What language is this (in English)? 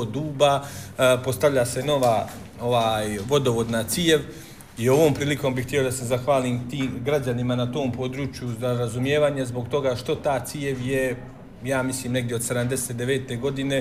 Bosnian